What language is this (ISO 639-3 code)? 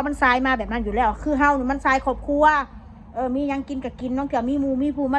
tts